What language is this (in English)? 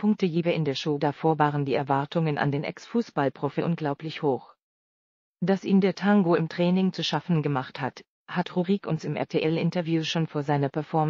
German